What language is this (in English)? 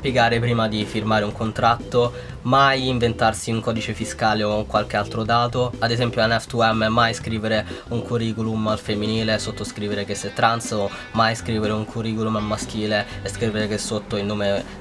Italian